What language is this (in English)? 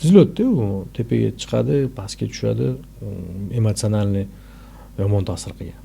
Uzbek